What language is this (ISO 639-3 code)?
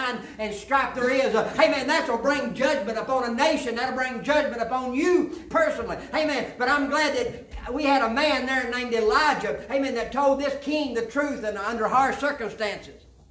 eng